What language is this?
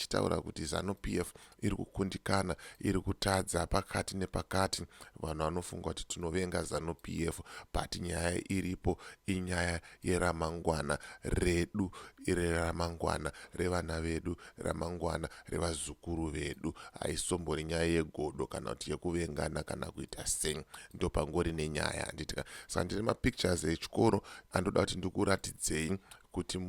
Shona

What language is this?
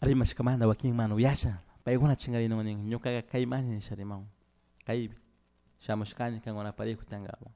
Chimborazo Highland Quichua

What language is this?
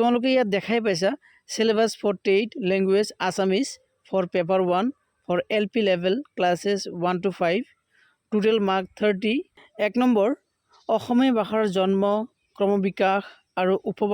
Assamese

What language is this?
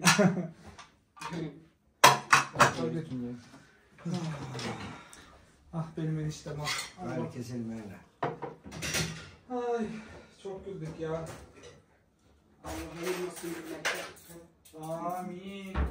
Turkish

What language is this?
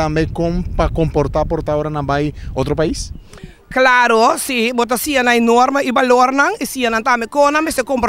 Papiamento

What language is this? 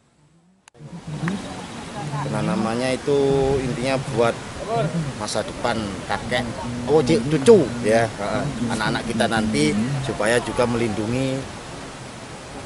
Indonesian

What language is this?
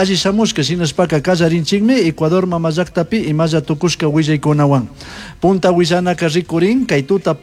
Chimborazo Highland Quichua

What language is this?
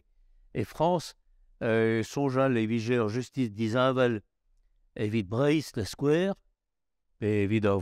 Breton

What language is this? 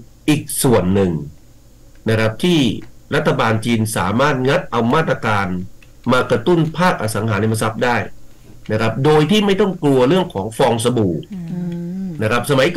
Thai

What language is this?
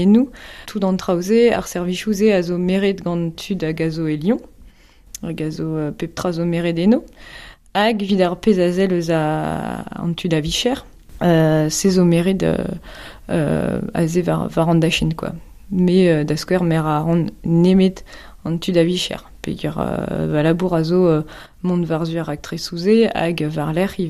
Breton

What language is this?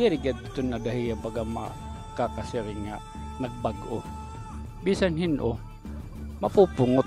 Waray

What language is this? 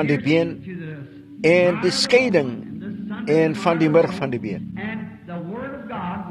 Afrikaans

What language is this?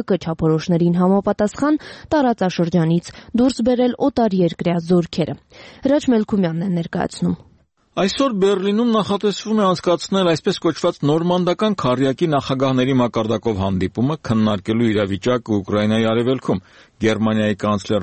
Armenian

